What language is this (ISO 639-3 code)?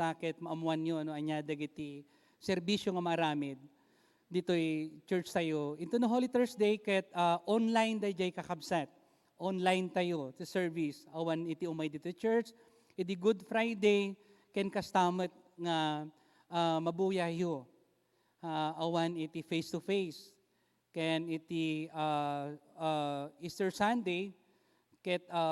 ilo